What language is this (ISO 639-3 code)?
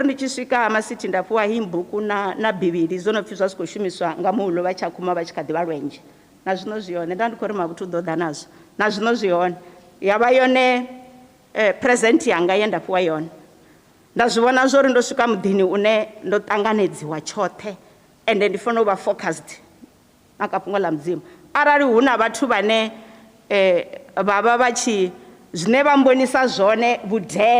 ven